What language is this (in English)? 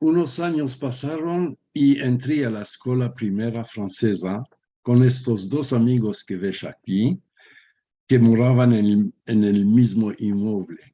Ladino